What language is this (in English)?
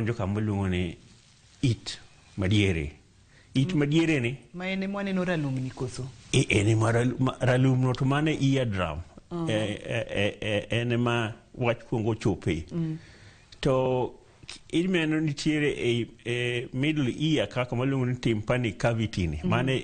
Luo (Kenya and Tanzania)